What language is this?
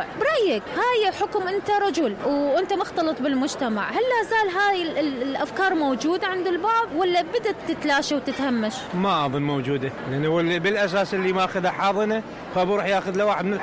Mesopotamian Arabic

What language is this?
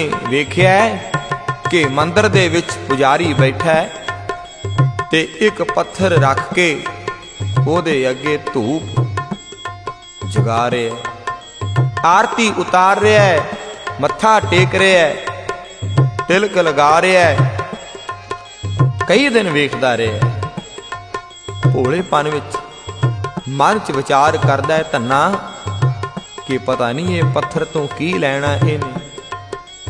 Punjabi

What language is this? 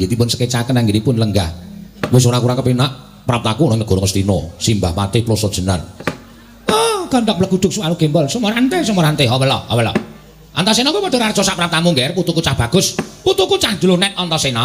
Javanese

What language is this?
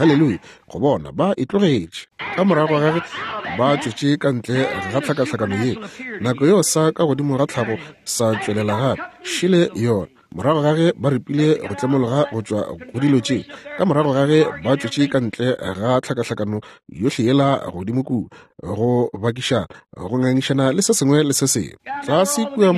Northern Sotho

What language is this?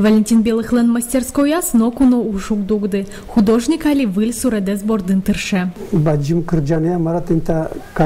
Udmurt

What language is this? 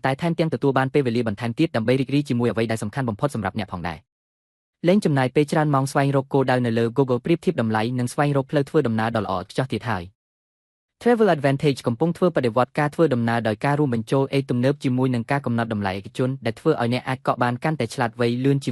Khmer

